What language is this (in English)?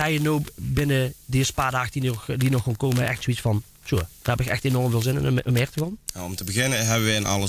Limburgish